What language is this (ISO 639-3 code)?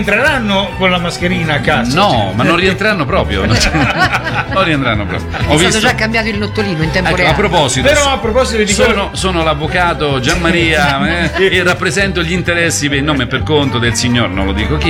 ita